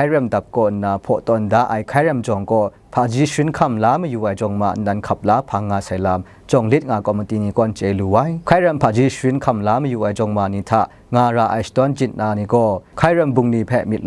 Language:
Kachin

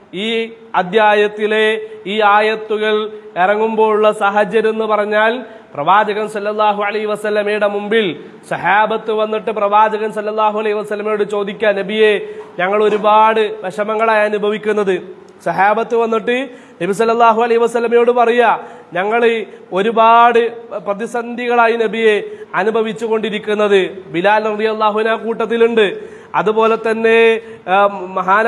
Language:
Malayalam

